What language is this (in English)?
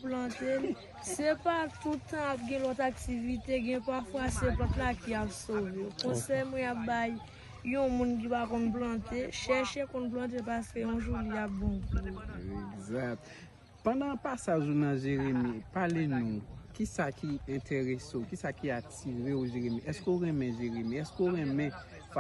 Haitian Creole